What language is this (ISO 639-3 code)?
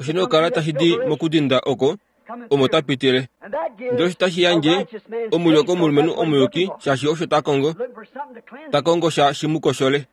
kua